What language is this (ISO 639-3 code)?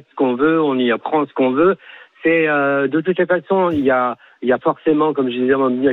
fra